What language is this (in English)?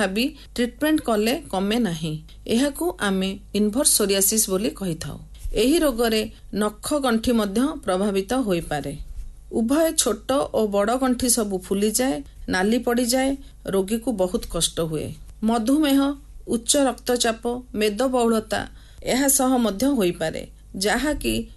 Odia